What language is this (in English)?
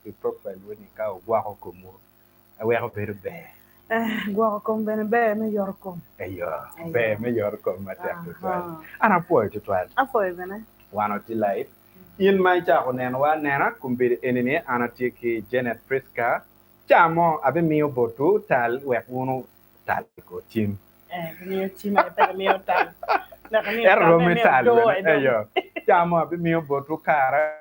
Acoli